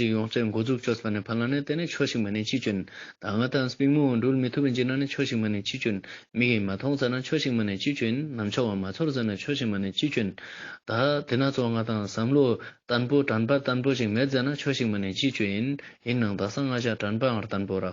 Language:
Ladakhi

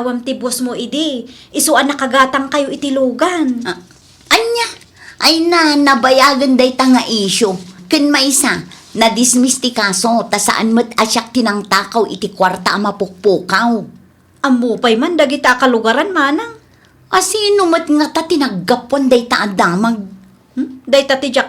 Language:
Iloko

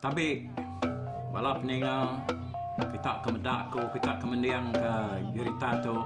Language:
Iban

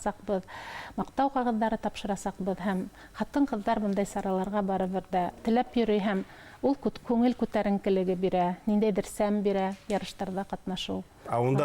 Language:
Bashkir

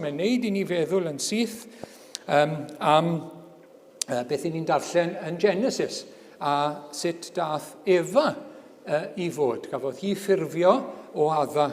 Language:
Welsh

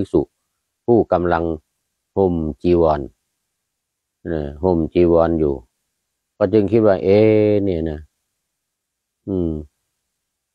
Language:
Thai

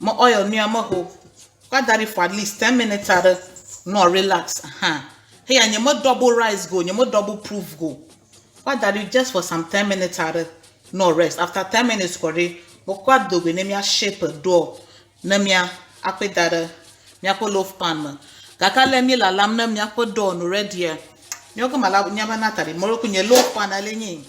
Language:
Ewe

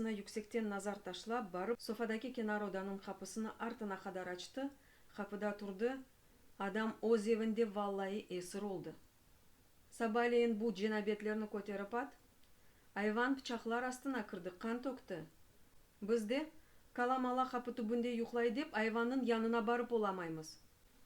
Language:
Crimean Tatar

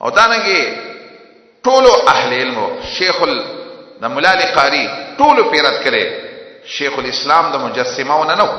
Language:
Pashto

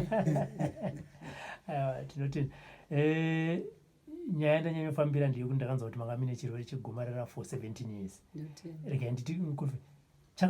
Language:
Shona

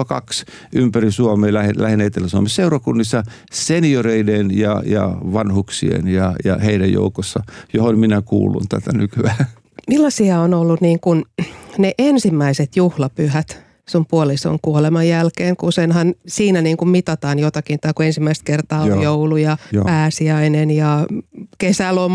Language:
Finnish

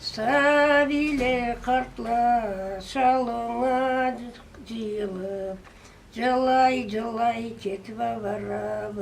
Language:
Karachay-Balkar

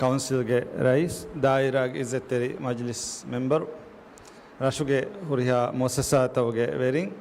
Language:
Divehi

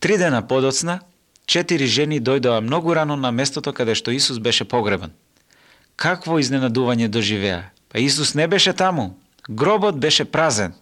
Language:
Macedonian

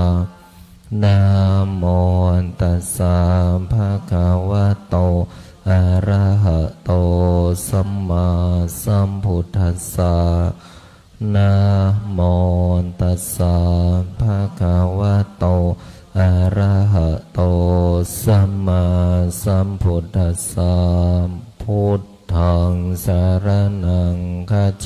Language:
Pali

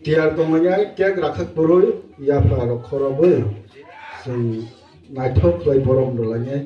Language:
Kok Borok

